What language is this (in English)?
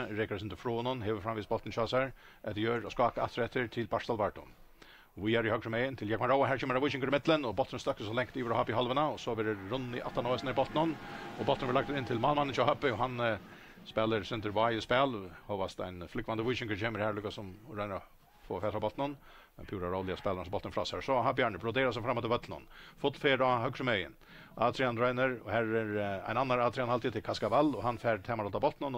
Faroese